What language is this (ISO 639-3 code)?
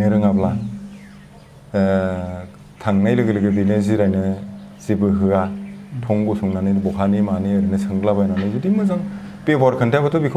brx